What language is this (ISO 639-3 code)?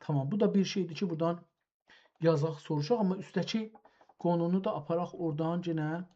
azb